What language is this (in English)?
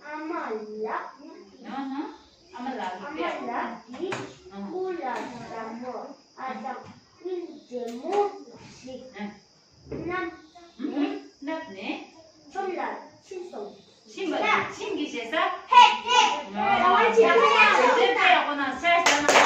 Tibetan